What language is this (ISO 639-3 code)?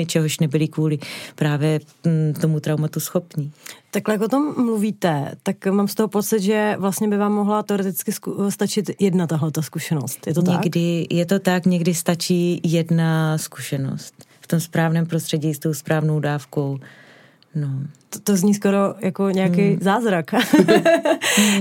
ces